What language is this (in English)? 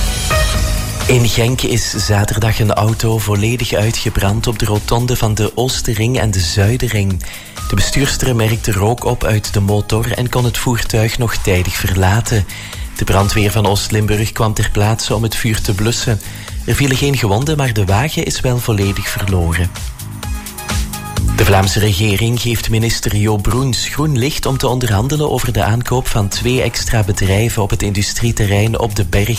Dutch